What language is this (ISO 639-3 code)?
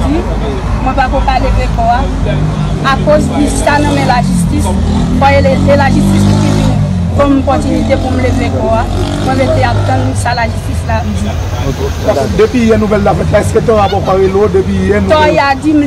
hat